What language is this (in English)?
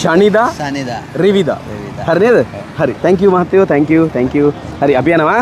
Sinhala